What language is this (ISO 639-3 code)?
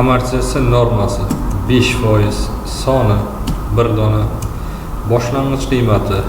uzb